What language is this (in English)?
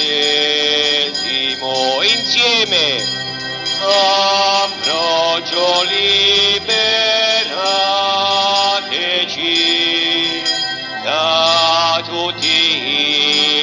Italian